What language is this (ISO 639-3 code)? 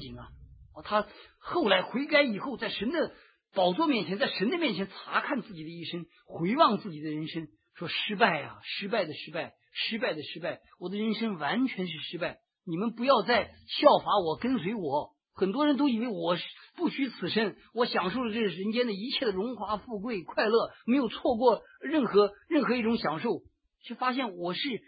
zho